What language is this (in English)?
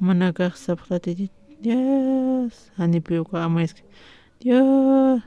Aymara